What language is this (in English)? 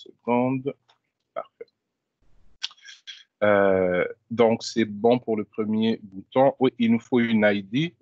French